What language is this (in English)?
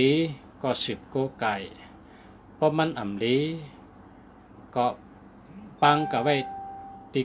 Shan